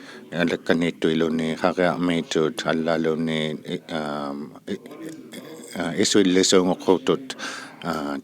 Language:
Inuktitut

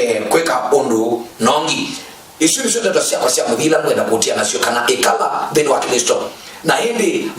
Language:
Kamba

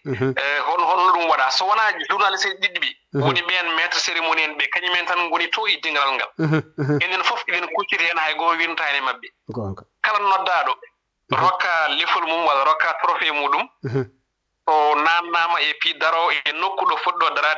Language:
Fula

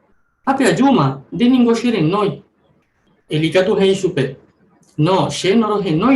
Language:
Guarani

